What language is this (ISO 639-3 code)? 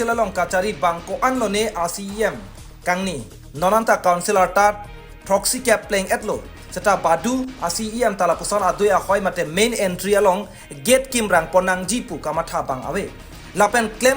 mjw